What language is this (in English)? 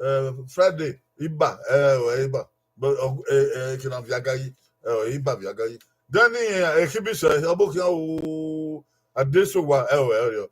Bini